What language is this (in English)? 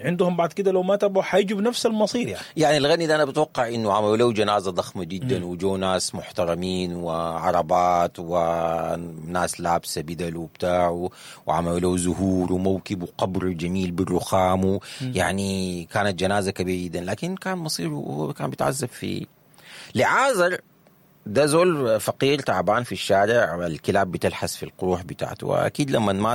Sudanese Arabic